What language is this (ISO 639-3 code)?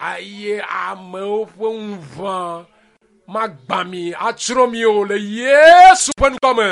ewe